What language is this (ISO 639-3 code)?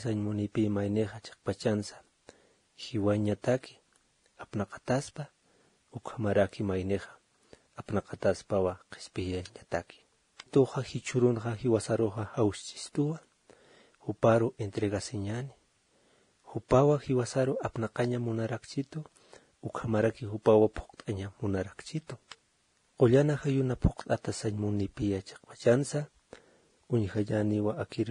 aym